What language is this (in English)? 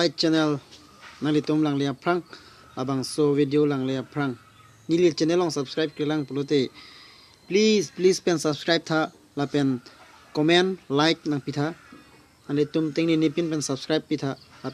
Karbi